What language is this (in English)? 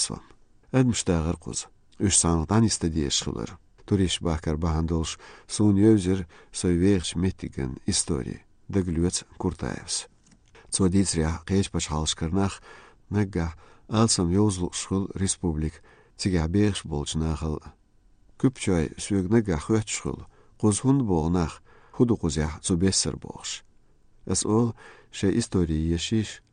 Chechen